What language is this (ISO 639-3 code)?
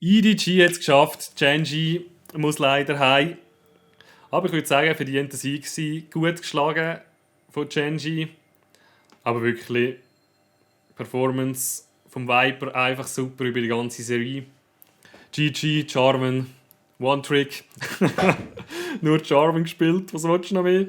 gsw